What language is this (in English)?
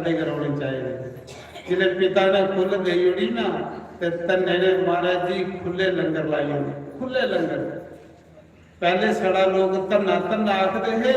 Dogri